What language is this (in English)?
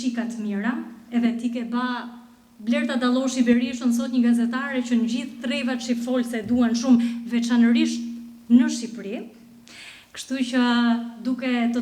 Albanian